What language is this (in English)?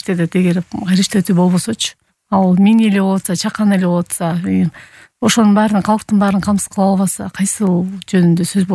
Kyrgyz